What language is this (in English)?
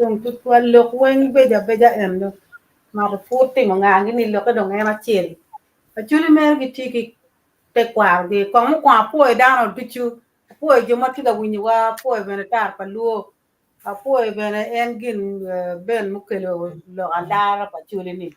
Acoli